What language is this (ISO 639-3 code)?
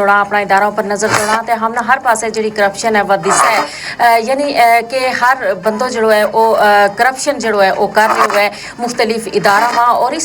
gju